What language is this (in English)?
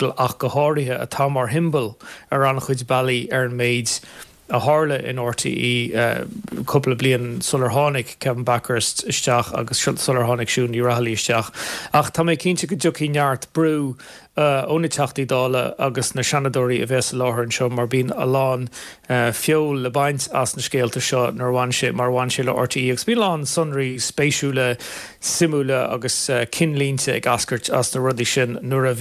Irish